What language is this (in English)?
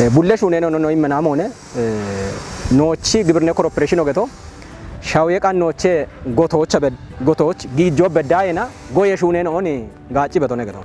Kafa